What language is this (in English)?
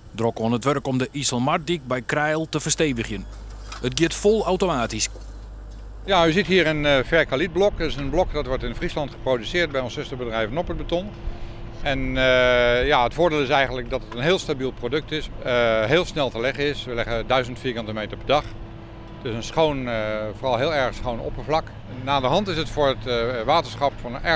Western Frisian